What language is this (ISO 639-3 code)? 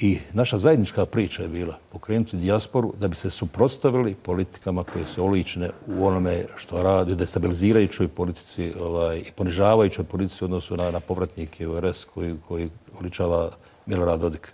bos